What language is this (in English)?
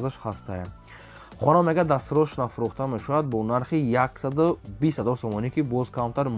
Tajik